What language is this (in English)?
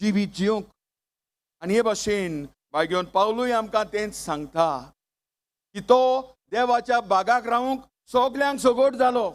Konkani